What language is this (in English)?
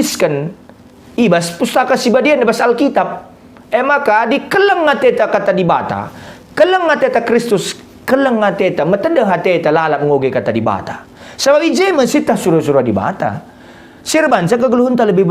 Batak Karo